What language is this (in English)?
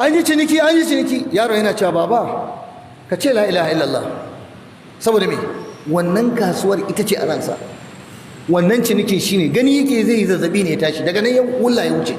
Hausa